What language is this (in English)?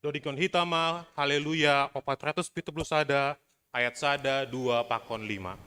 Batak Simalungun